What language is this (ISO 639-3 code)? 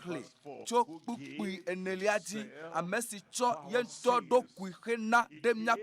ewe